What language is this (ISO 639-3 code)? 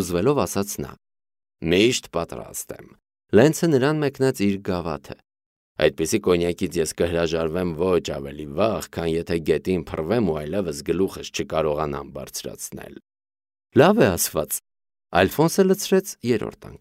hye